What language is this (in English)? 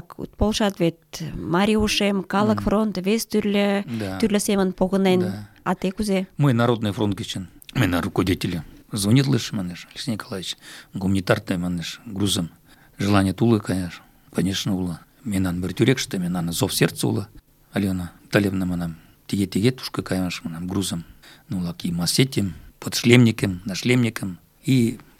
Mari